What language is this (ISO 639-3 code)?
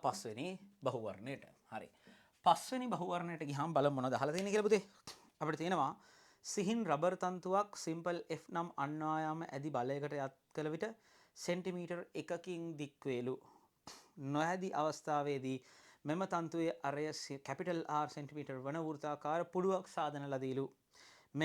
sin